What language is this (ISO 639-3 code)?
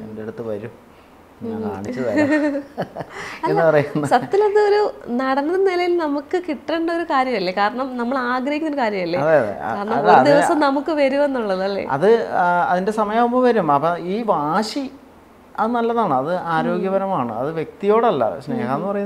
mal